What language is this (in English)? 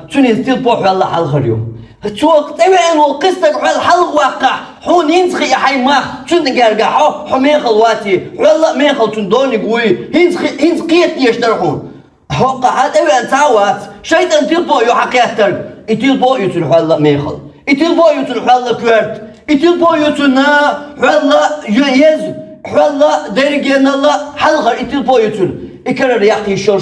Chechen